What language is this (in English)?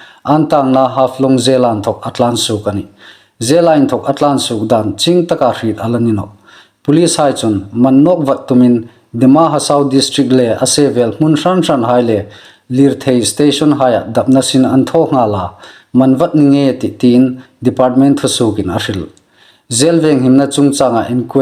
Hmar